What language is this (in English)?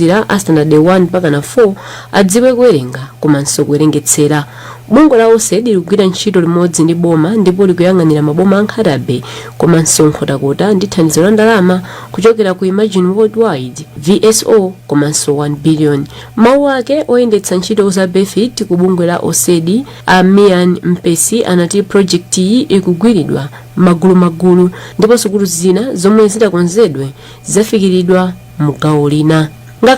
Nyanja